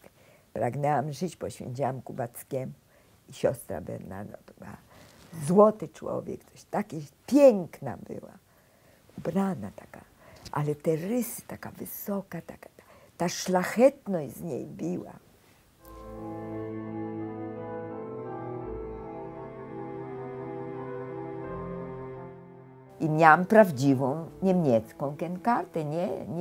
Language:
Polish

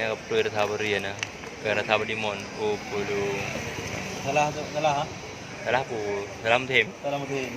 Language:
Achinese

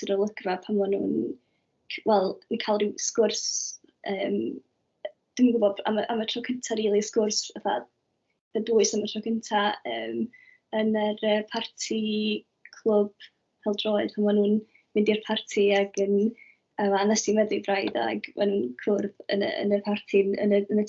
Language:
Welsh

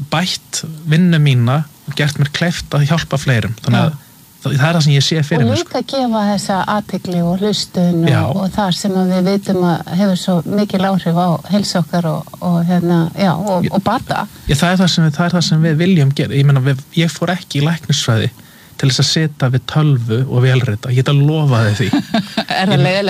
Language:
Icelandic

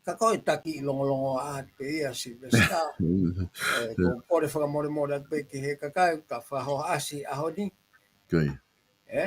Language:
Tongan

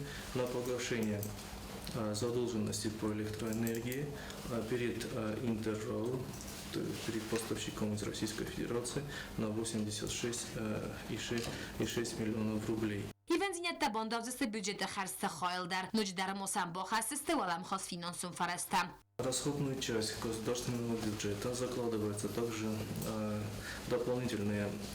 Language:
Ossetic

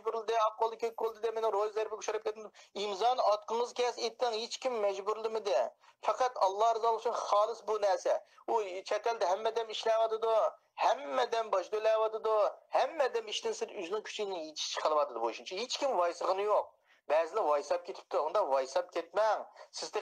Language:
Uyghur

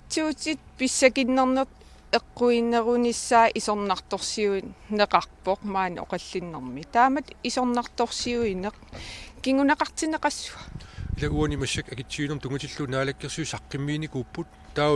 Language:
Kalaallisut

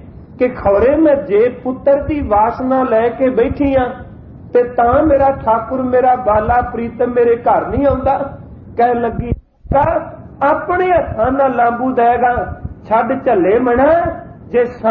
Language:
Punjabi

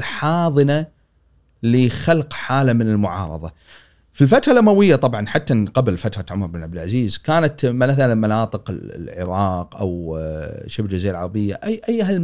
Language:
Gulf Arabic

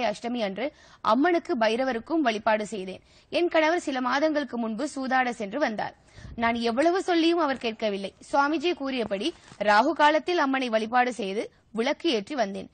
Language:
Tamil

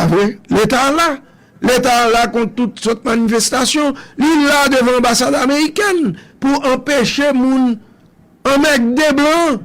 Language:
Haitian Creole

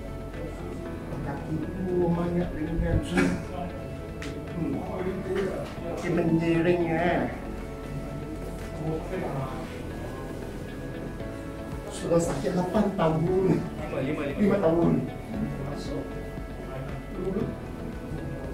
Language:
Malay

